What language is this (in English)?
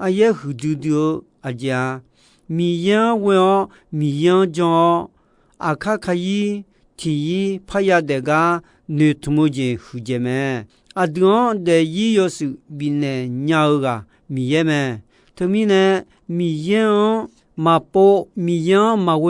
Akha